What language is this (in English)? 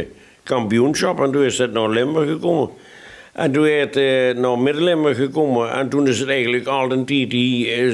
Limburgish